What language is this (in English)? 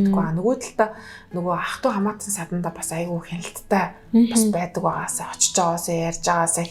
Mongolian